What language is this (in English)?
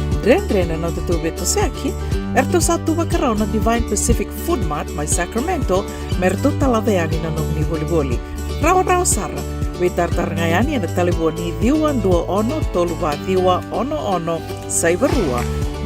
Fijian